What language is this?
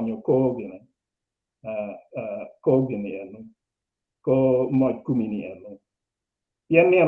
Acoli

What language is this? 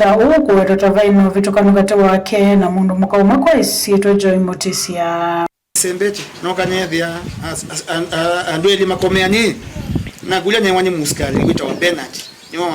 Kamba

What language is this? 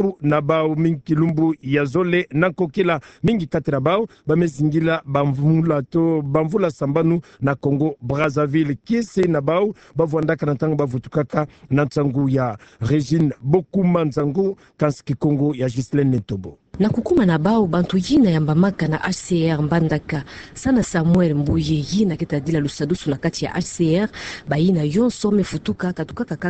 Kituba (Democratic Republic of Congo)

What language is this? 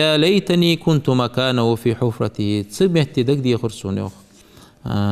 Ingush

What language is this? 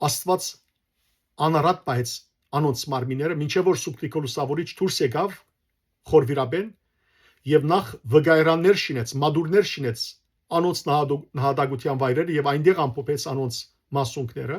Western Armenian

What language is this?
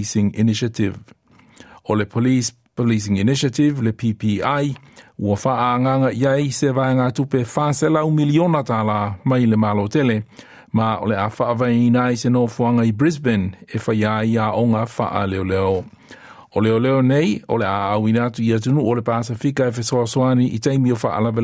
Samoan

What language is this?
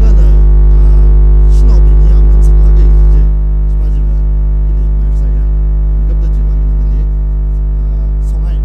Tangkhul Naga (India)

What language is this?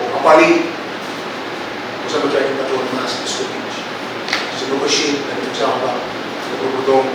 Pohnpeian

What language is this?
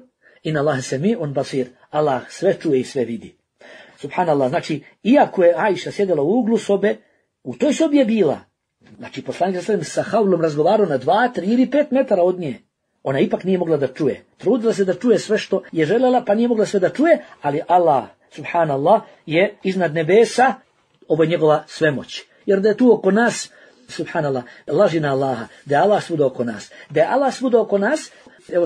Bosnian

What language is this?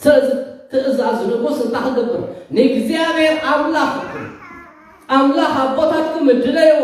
Tigrinya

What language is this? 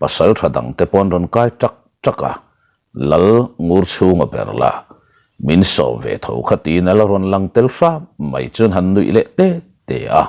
Mizo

